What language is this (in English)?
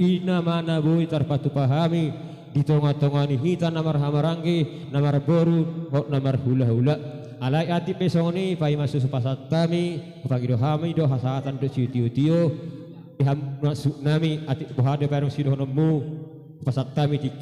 Batak Toba